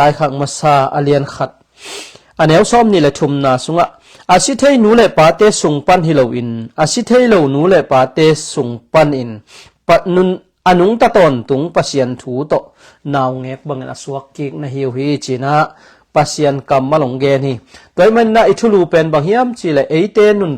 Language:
Tedim Chin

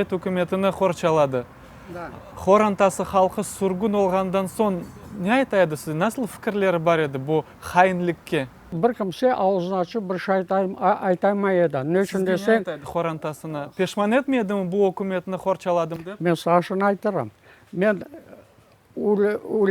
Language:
Crimean Tatar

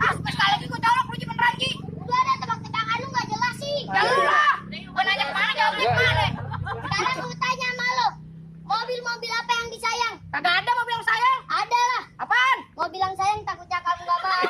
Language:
Betawi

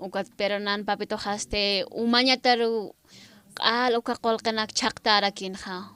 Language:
Aymara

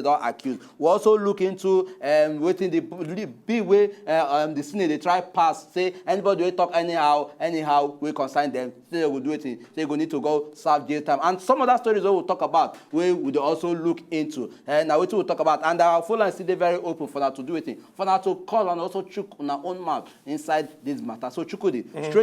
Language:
Nigerian Pidgin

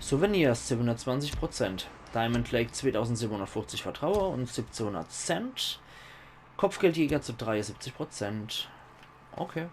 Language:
Palatine German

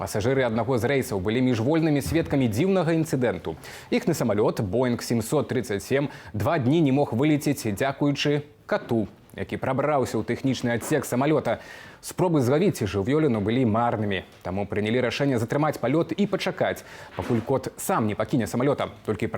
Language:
Belarusian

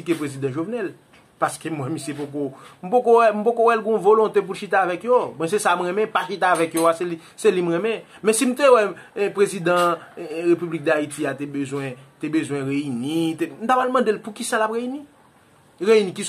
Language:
Haitian Creole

